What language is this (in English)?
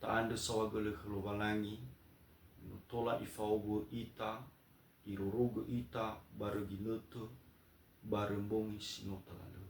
Nias